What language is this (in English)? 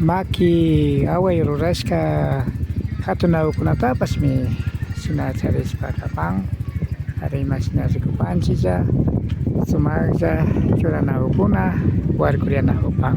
Imbabura Highland Quichua